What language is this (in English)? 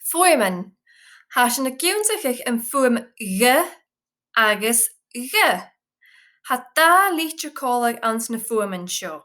Scottish Gaelic